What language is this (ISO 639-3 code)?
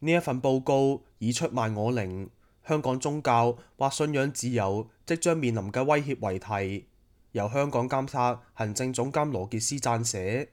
yue